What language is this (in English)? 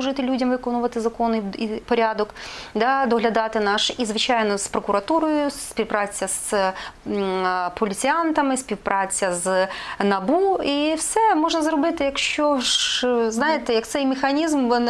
Ukrainian